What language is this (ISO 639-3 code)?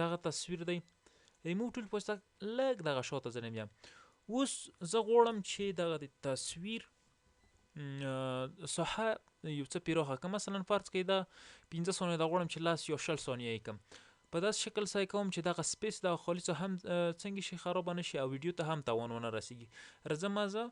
pus